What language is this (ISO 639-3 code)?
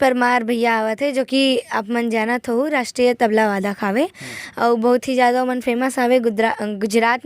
hne